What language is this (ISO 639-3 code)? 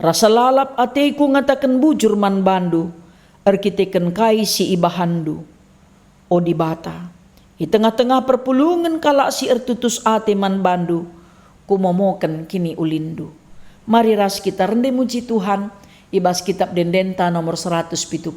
btx